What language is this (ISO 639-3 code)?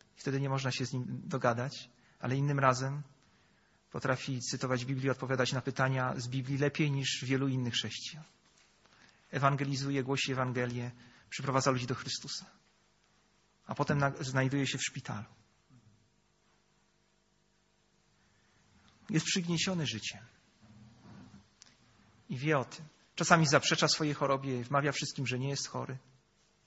pol